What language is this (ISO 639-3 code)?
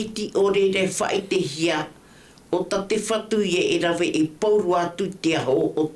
tah